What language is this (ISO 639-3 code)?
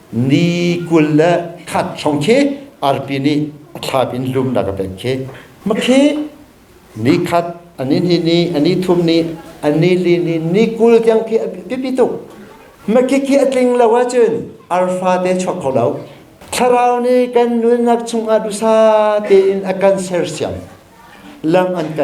cnh